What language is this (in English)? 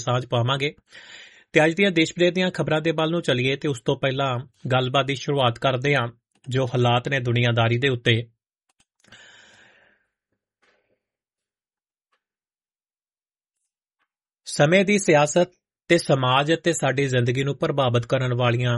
Punjabi